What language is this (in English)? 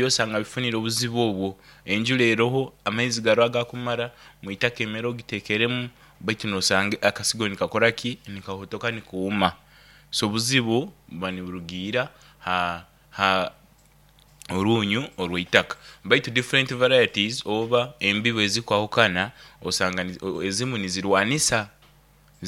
Nyoro